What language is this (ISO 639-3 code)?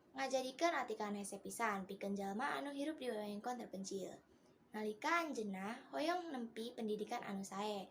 sun